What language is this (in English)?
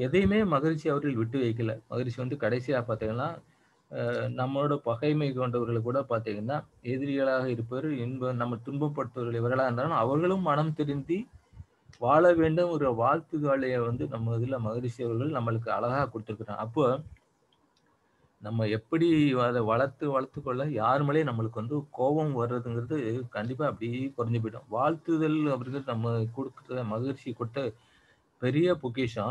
Tamil